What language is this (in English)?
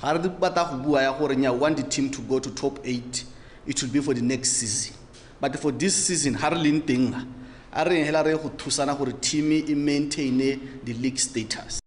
Tswana